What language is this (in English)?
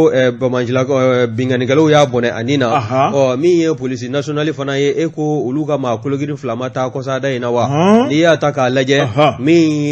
Bambara